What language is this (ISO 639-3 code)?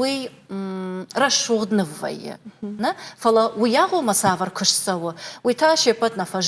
oss